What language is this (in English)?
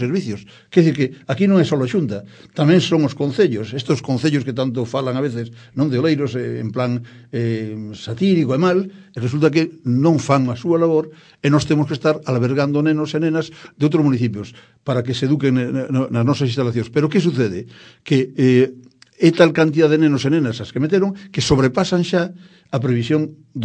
Galician